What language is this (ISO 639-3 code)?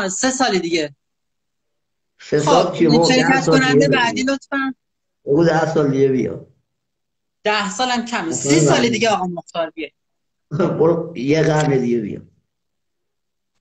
fas